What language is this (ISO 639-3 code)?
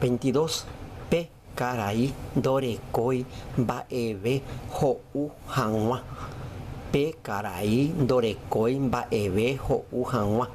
grn